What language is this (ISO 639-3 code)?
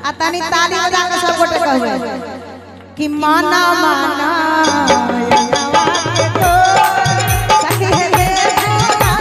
mai